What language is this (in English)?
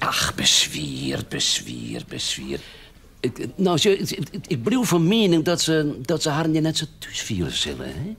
Western Frisian